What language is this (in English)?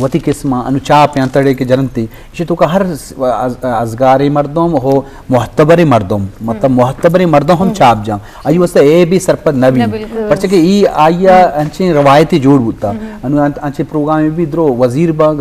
Eastern Balochi